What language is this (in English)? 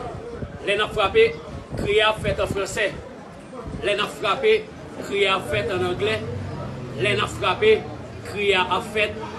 Haitian Creole